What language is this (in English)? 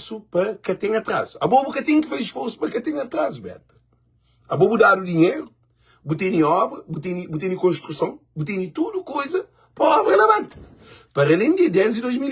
Kabuverdianu